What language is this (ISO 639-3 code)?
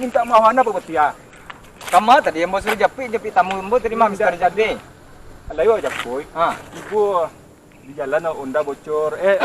min